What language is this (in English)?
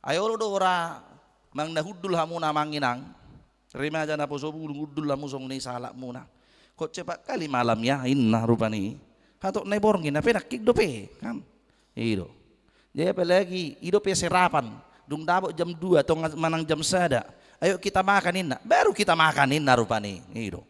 Batak Toba